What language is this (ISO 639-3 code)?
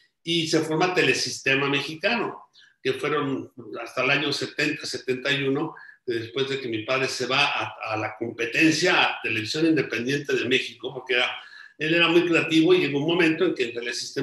spa